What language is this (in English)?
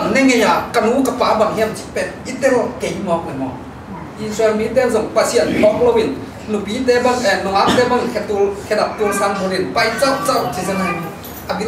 Tedim Chin